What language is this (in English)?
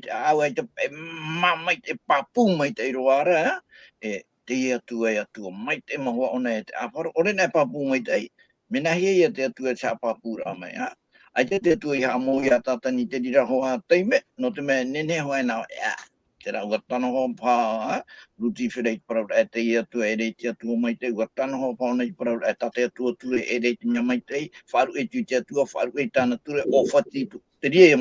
Tahitian